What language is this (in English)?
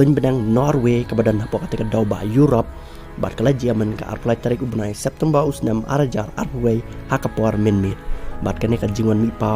Khasi